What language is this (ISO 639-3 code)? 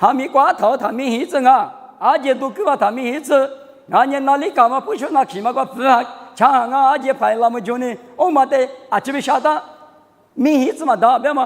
lis